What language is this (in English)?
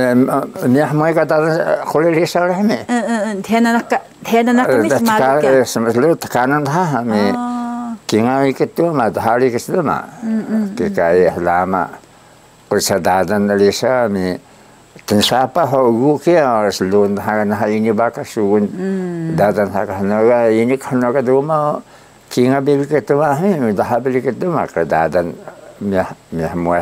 Taroko